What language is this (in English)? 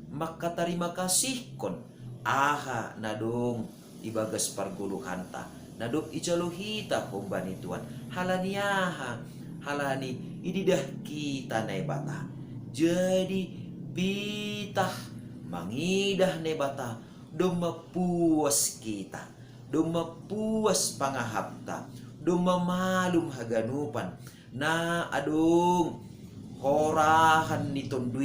Batak Simalungun